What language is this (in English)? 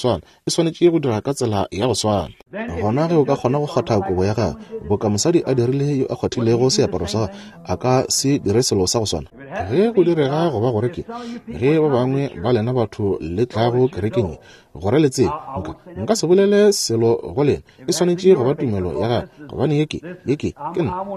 Northern Sotho